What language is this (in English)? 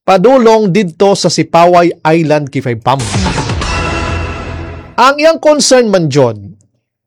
Cebuano